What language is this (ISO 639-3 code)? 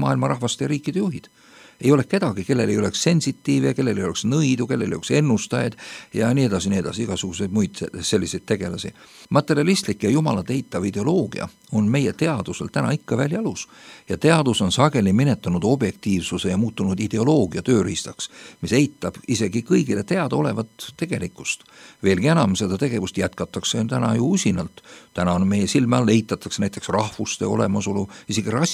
est